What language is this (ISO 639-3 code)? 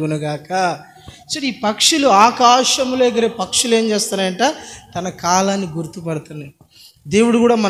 tel